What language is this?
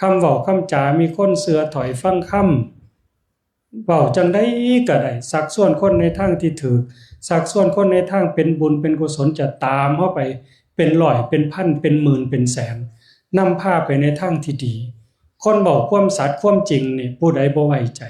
Northeastern Thai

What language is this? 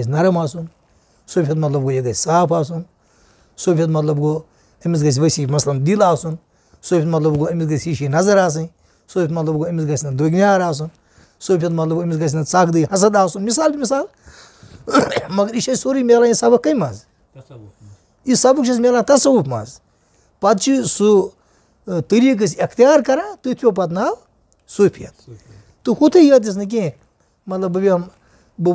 Kashmiri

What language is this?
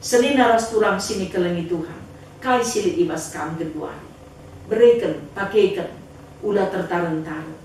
Batak Karo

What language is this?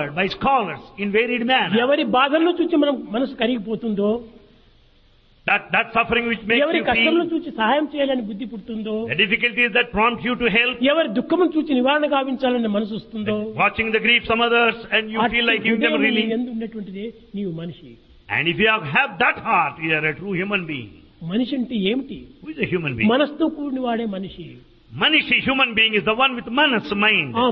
Telugu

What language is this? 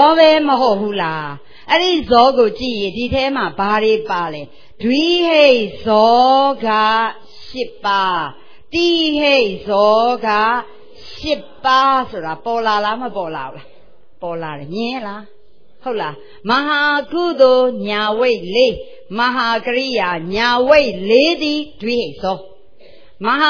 Burmese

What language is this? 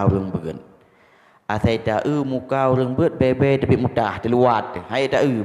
Achinese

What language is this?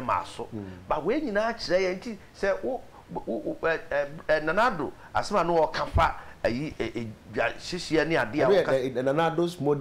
Akan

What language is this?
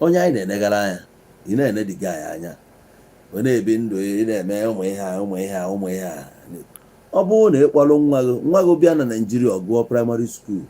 Igbo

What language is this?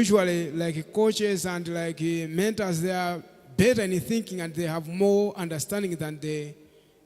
Nyanja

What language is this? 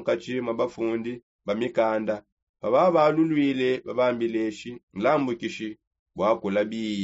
Songe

